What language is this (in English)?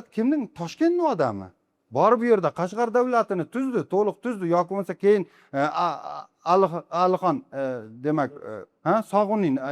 Uzbek